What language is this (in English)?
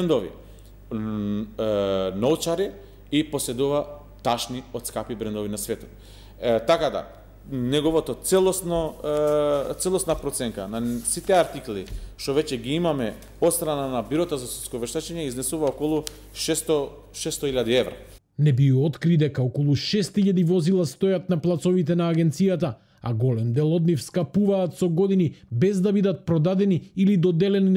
Macedonian